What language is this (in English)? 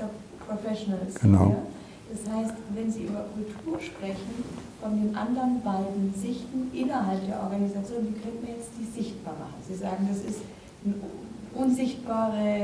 German